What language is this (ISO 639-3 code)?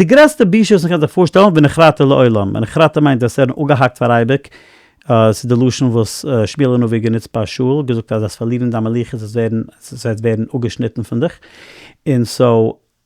yid